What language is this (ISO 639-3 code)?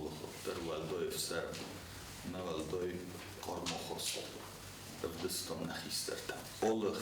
oss